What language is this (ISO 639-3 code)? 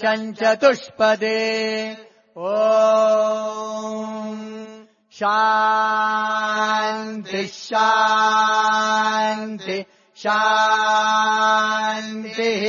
san